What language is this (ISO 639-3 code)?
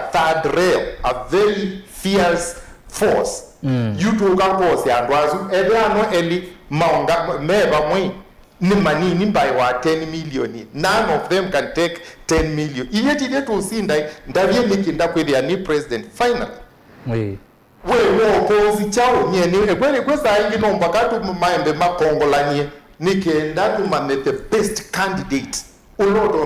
kam